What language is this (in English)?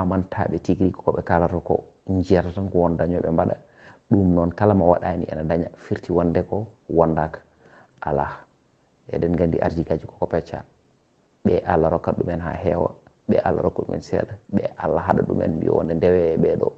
Fula